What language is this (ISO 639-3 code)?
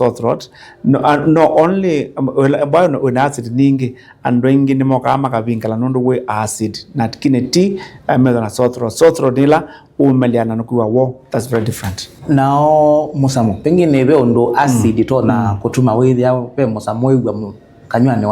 kam